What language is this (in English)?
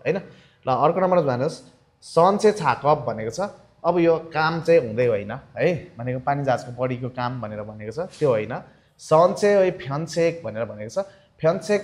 Nepali